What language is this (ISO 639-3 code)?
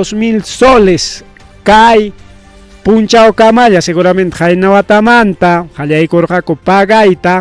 quy